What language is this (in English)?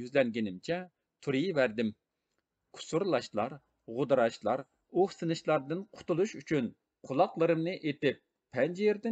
Uyghur